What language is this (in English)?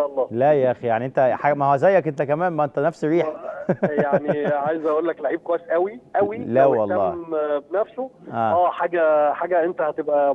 Egyptian Arabic